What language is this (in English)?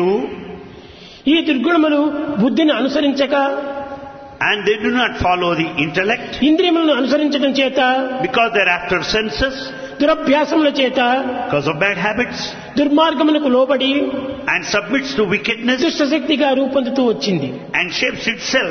Telugu